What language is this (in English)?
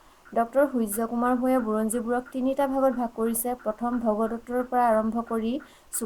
Assamese